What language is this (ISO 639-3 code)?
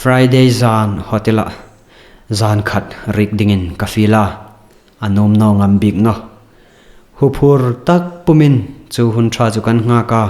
hmr